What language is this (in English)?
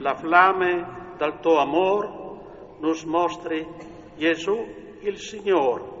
Friulian